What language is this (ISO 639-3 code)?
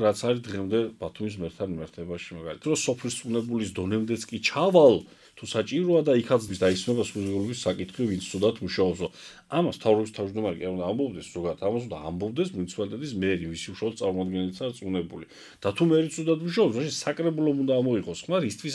kat